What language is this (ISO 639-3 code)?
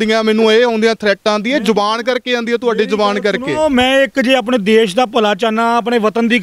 pan